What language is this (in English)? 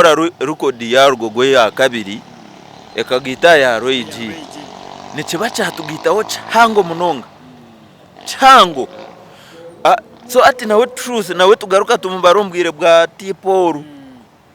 Nyankole